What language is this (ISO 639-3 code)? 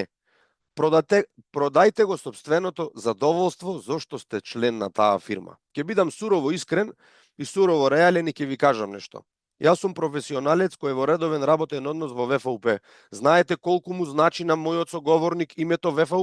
mkd